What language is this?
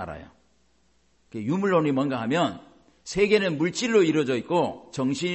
Korean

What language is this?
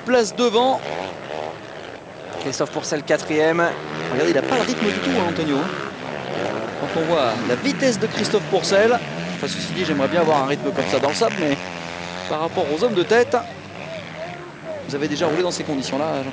French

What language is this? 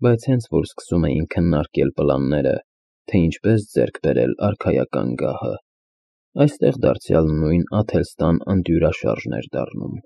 Armenian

